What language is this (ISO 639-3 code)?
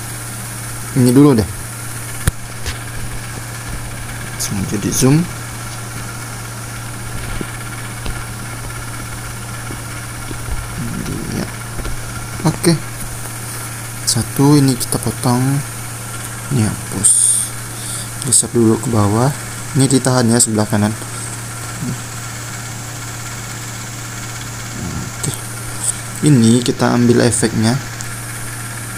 ind